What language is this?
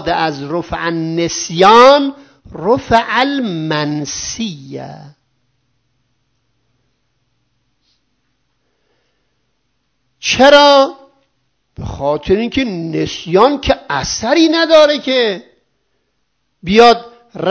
Persian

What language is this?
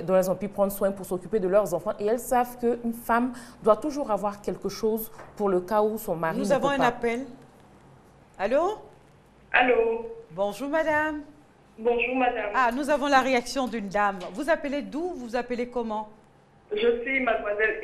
French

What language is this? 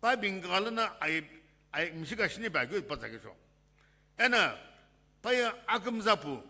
Sumi Naga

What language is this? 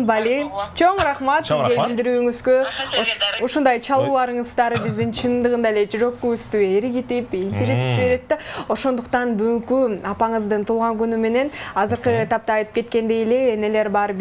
Kyrgyz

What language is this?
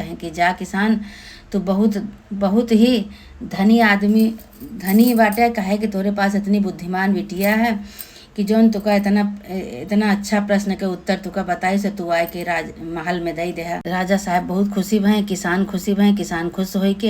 Awadhi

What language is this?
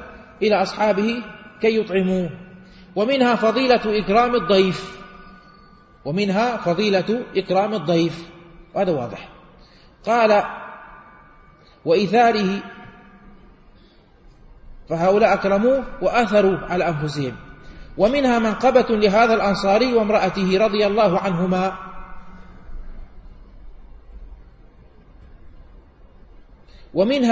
Arabic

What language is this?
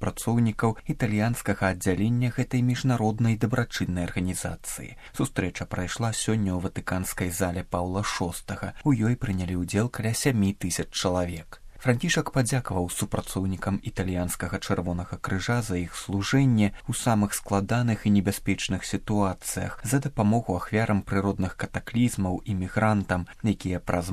Belarusian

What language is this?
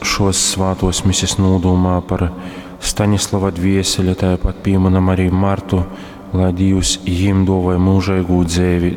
Latgalian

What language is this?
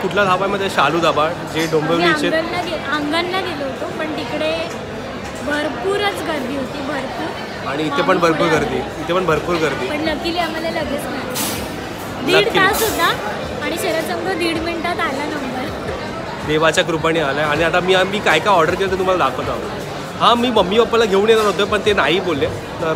Marathi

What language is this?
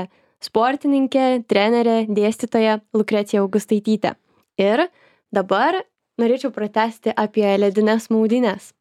Lithuanian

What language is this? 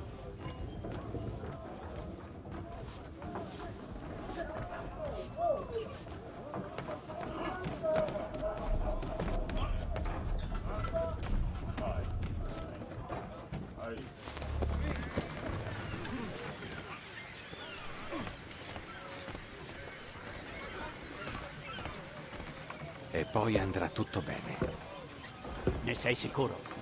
Italian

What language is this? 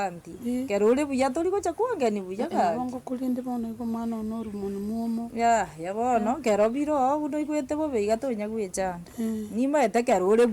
Gusii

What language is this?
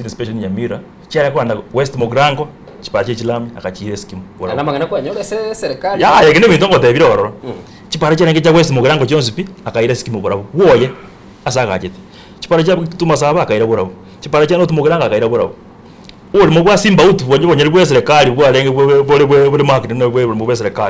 Gusii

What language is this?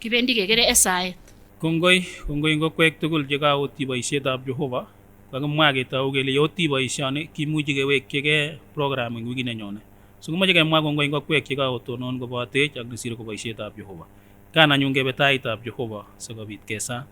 Kipsigis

